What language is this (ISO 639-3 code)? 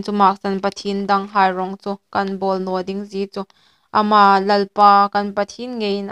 hmr